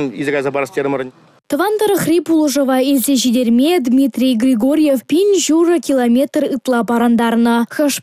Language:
Chuvash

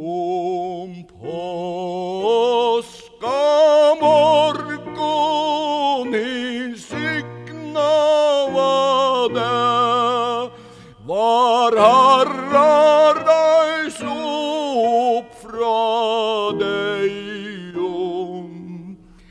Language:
Faroese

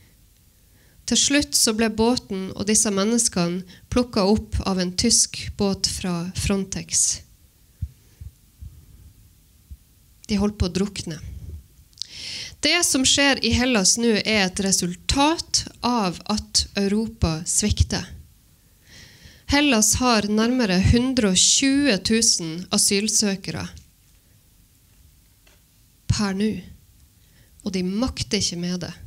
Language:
Norwegian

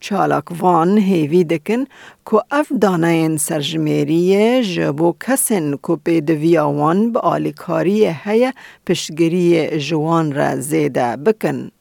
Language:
Kurdish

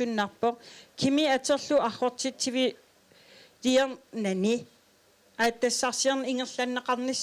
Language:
Kalaallisut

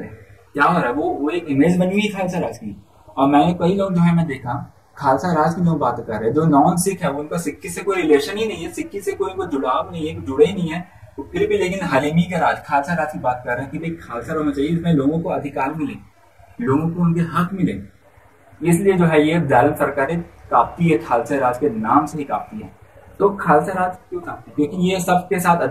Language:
Hindi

